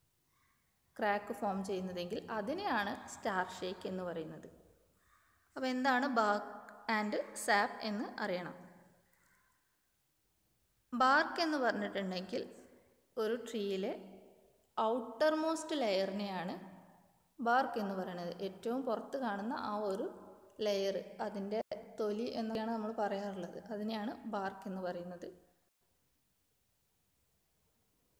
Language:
Malayalam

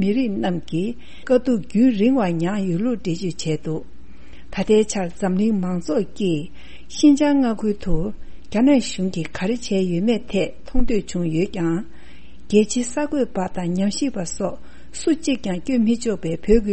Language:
Tibetan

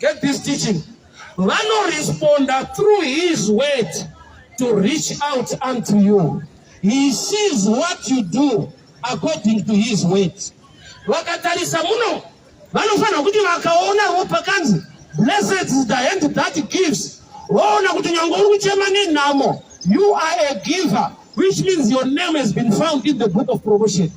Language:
Shona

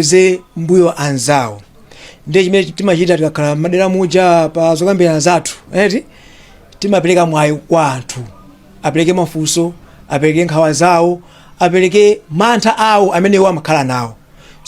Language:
Nyanja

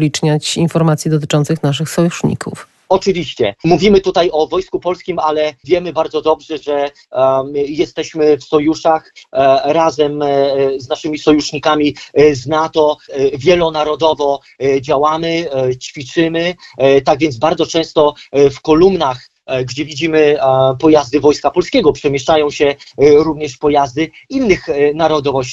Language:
Polish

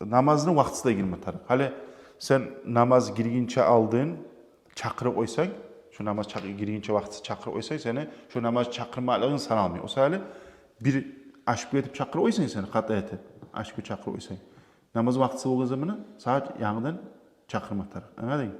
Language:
Kumyk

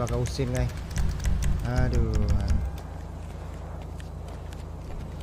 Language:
Malay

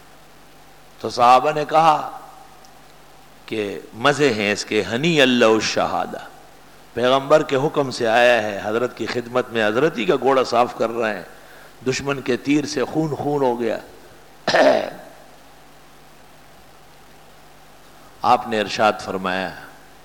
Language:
Urdu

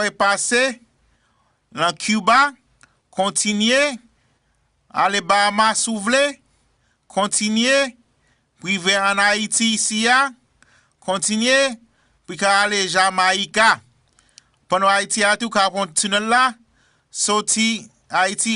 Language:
Haitian Creole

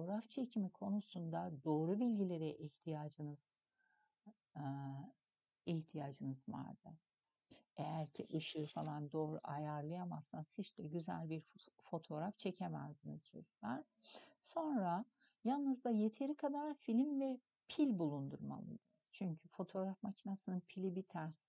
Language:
Turkish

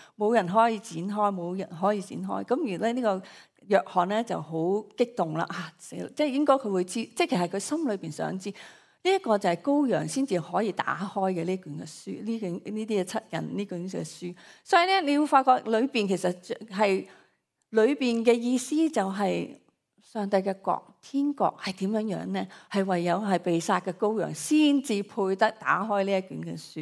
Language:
Cantonese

